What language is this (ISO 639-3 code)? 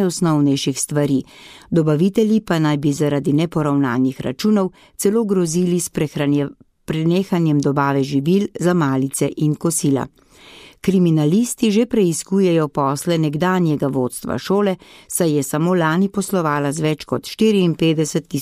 slv